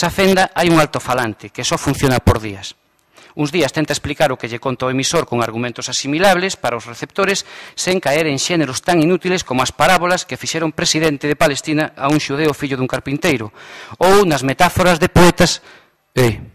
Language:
Galician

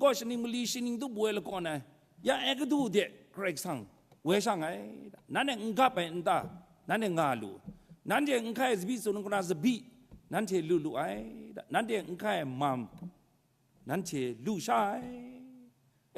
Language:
Kachin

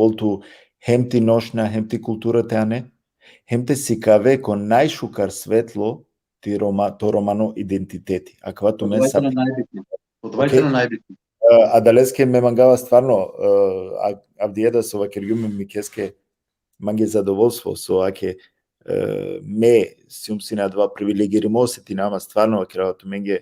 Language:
Balkan Romani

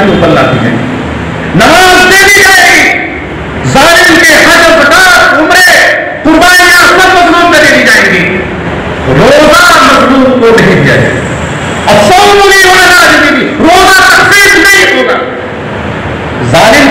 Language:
Urdu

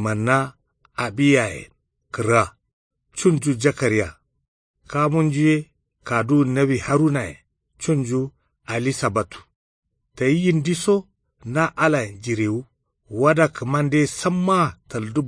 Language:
Kanuri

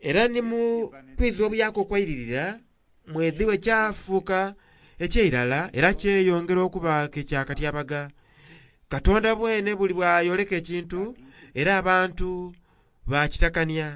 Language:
Soga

